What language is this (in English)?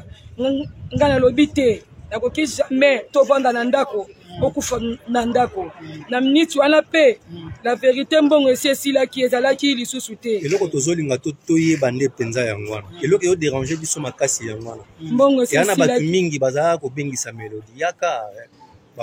Lingala